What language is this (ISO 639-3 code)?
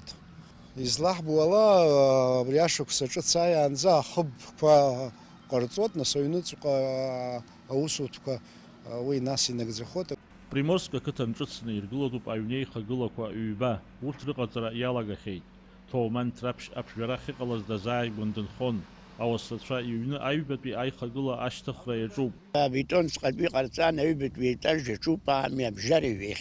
abk